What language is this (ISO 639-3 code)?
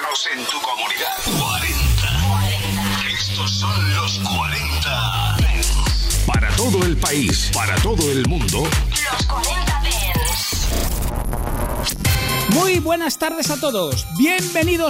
spa